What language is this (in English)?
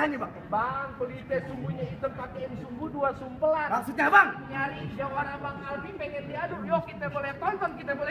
Betawi